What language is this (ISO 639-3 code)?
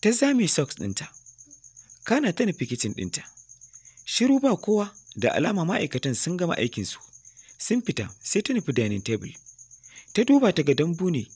hau